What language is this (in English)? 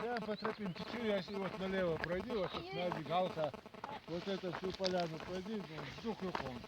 Chechen